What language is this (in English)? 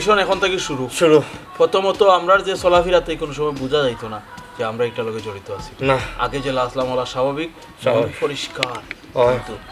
Sylheti